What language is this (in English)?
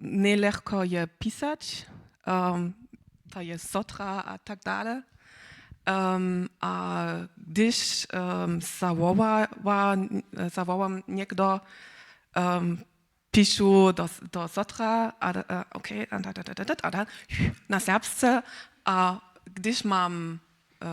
Upper Sorbian